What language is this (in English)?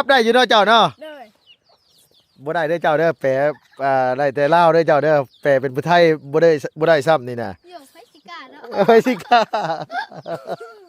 Lao